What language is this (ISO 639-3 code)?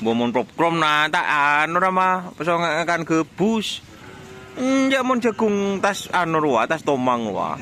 mad